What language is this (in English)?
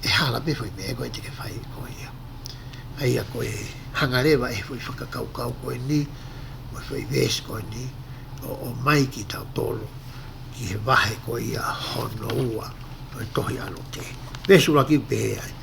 Tongan